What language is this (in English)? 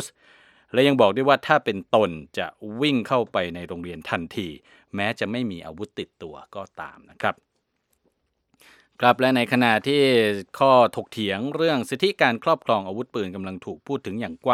Thai